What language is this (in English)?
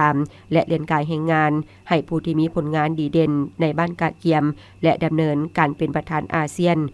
Lao